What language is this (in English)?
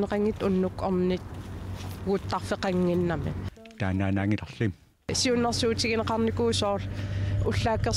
Kalaallisut